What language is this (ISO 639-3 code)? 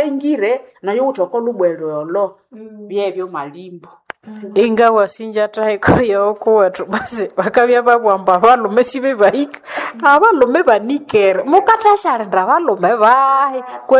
nnb